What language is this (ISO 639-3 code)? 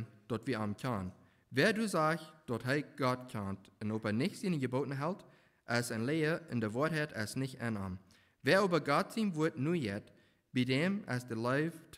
pdt